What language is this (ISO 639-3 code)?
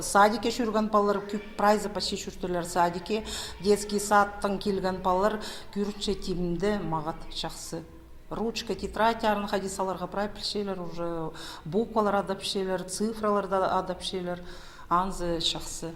kjh